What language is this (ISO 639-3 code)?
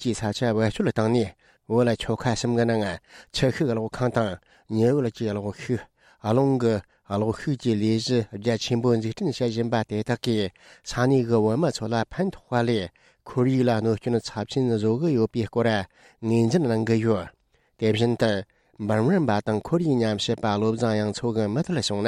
bod